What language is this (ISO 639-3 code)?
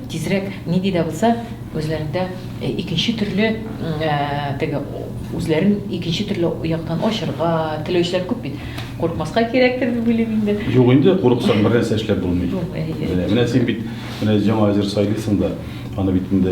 tat